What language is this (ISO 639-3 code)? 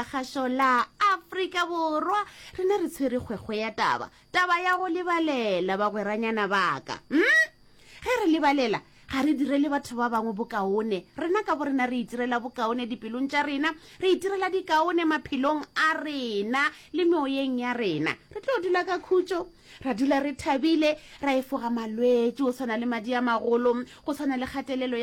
nso